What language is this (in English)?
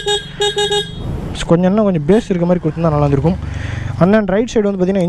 Tamil